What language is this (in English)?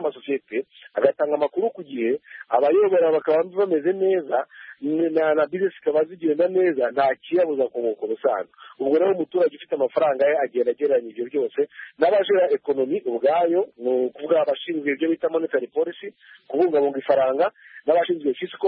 Kinyarwanda